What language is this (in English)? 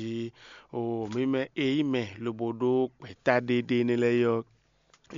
Fon